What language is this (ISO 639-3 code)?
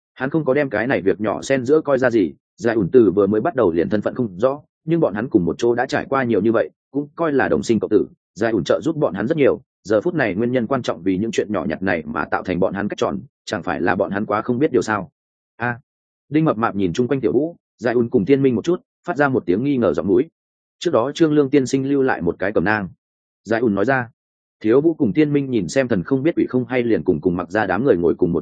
vie